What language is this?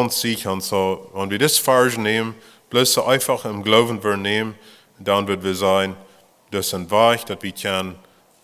Plautdietsch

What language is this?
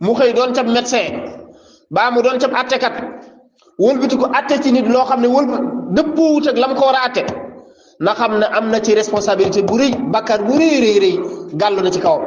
Wolof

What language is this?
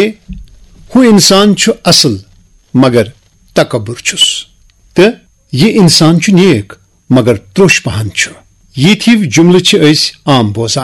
Kashmiri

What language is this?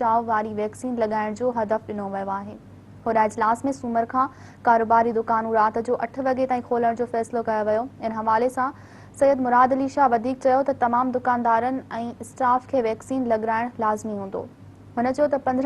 Sindhi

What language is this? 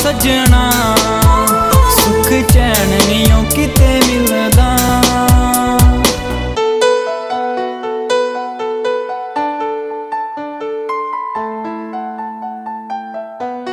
Punjabi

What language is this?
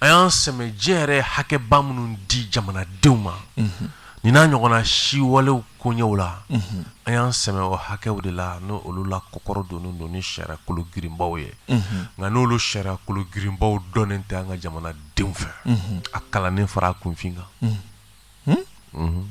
Bambara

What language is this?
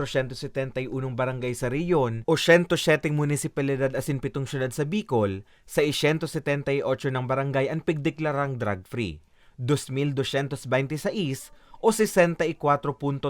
Bikol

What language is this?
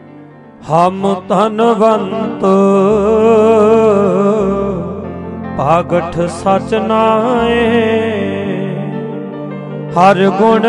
Punjabi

